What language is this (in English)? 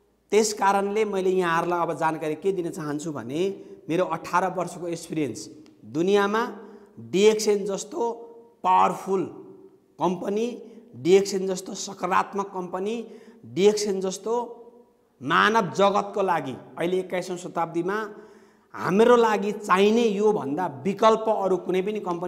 Nepali